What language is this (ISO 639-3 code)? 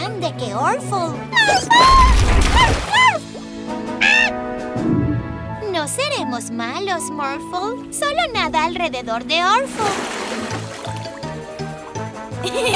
spa